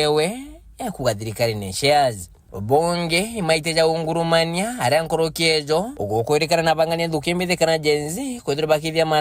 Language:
Meru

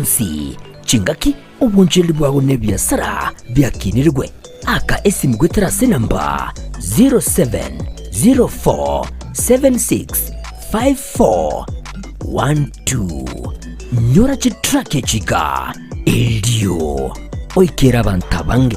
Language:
Gusii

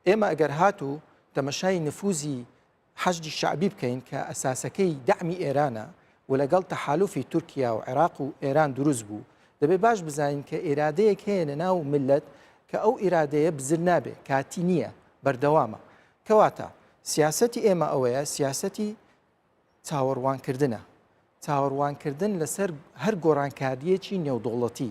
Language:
Central Kurdish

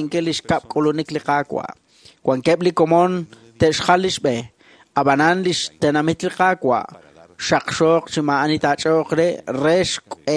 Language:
Kekchí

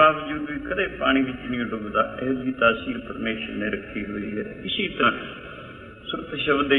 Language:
Punjabi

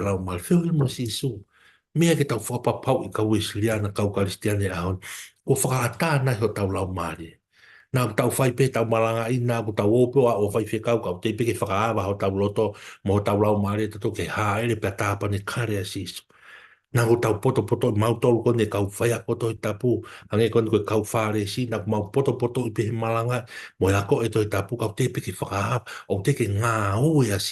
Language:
Tongan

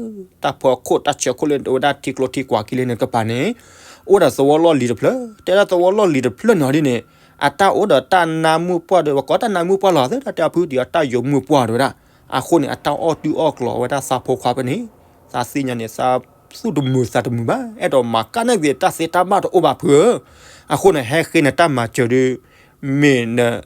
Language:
S'gaw Karen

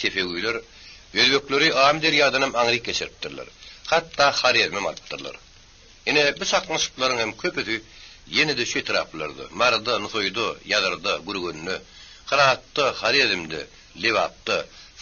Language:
Turkmen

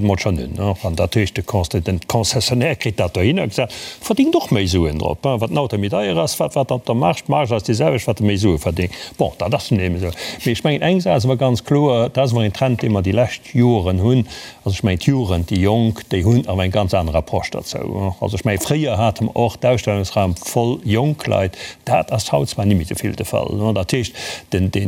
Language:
Luxembourgish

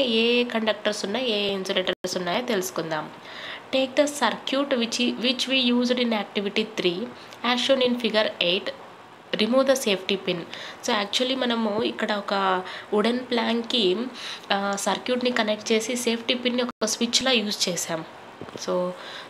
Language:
Telugu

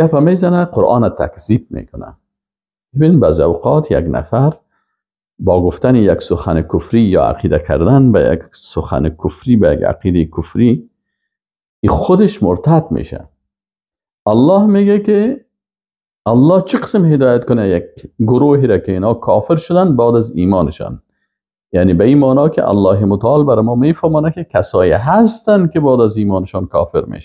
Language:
Persian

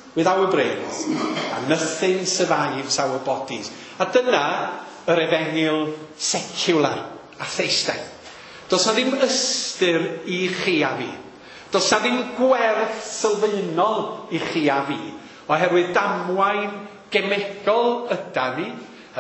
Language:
Welsh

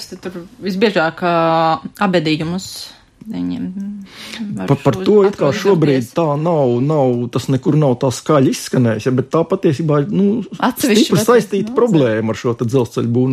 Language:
Latvian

